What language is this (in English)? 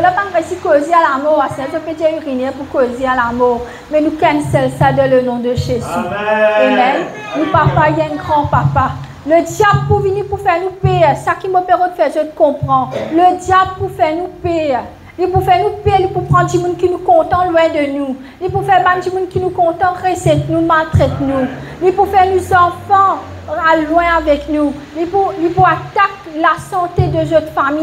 Morisyen